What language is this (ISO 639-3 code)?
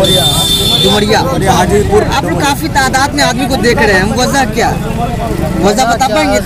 hin